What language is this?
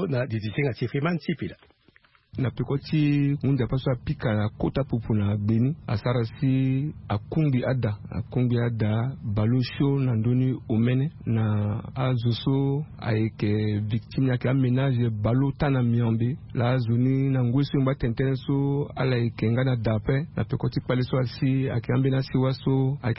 Sango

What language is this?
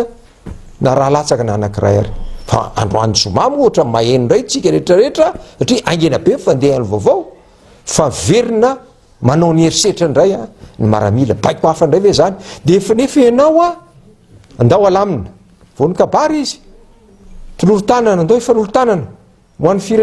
Malagasy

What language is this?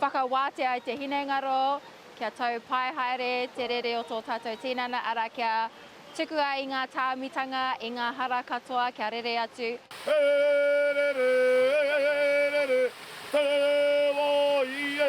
Māori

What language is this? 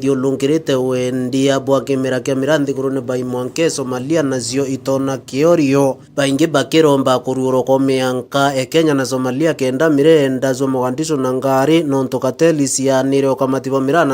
Meru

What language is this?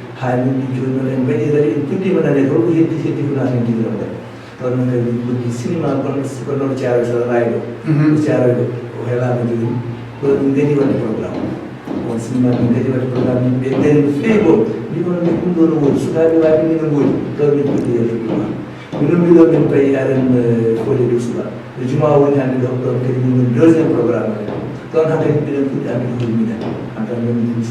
Fula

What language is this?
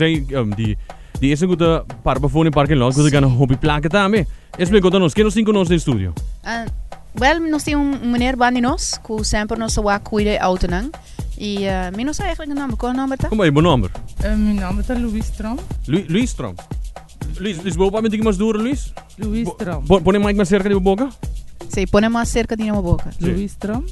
Papiamento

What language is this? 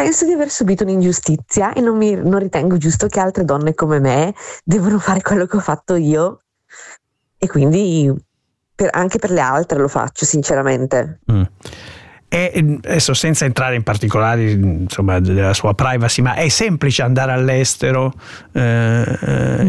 Italian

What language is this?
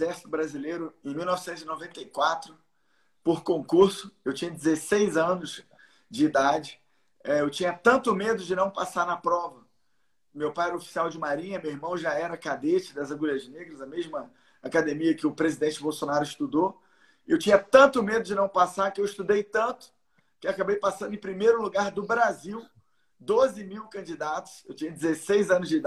Portuguese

